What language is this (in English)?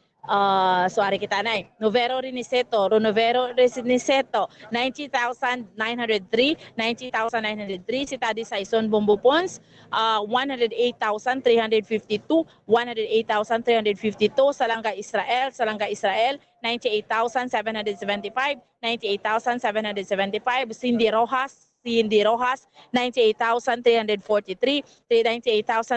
Hiligaynon